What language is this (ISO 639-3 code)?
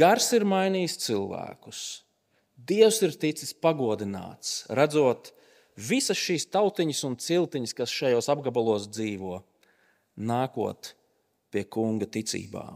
lav